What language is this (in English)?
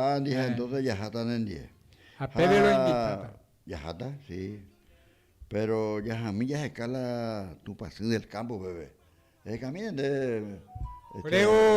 Guarani